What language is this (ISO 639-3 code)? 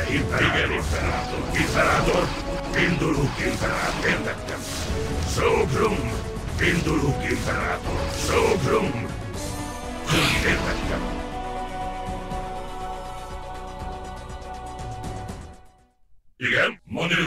hun